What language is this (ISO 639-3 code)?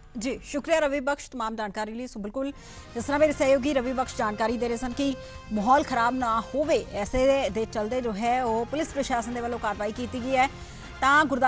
pan